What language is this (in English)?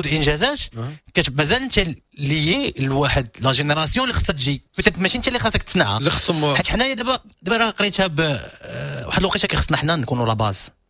Moroccan Arabic